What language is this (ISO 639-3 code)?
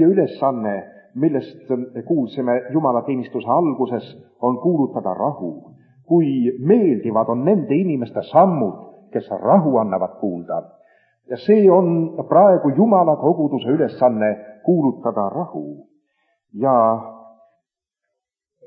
est